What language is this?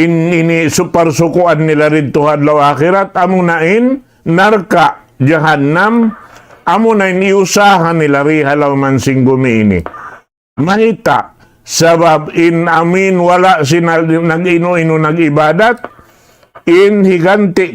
Tausug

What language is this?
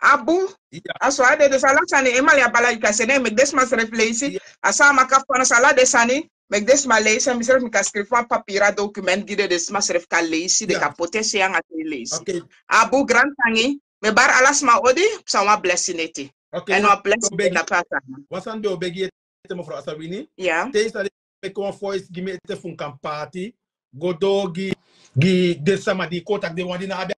Sranan Tongo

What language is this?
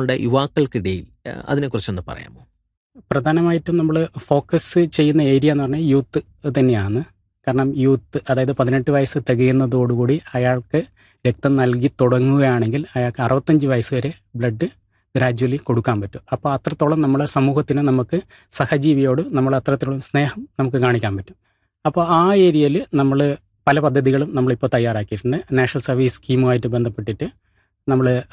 Malayalam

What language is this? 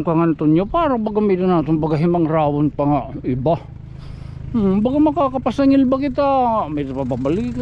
Waray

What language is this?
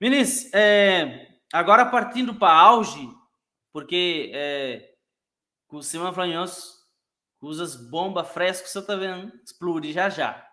Kabuverdianu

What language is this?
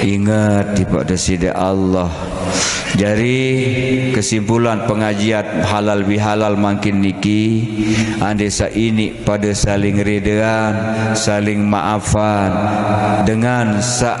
Sasak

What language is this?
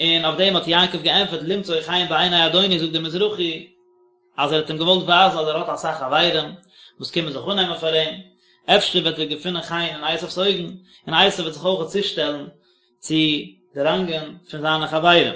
Yiddish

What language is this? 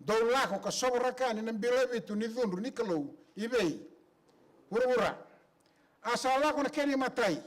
Fijian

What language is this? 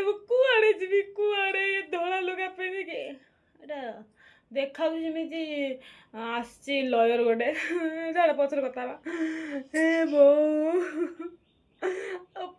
Odia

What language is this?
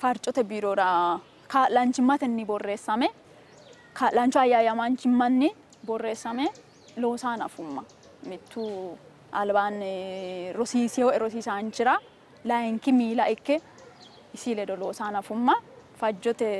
Sidamo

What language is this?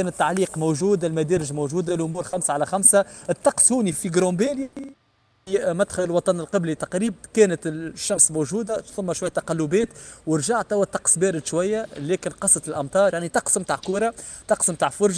Tunisian Arabic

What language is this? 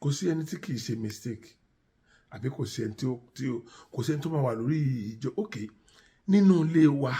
Yoruba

